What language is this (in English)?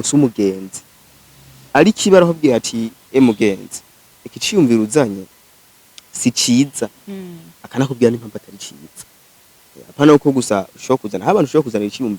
Rundi